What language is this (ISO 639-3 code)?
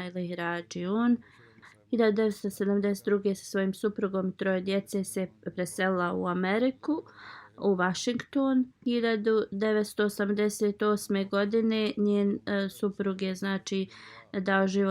bos